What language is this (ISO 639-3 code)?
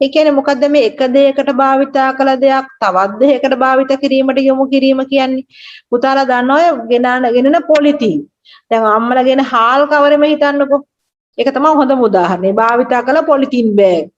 sin